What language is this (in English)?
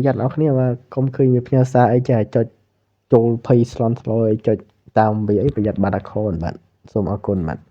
Khmer